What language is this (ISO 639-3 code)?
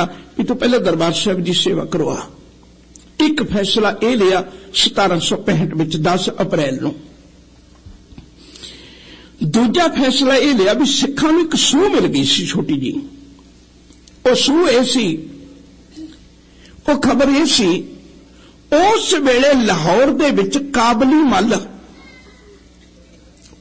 pan